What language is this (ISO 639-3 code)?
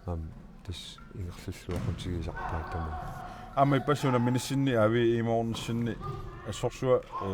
kal